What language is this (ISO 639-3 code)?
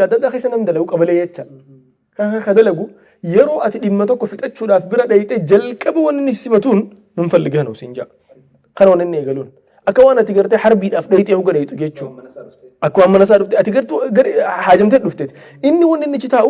orm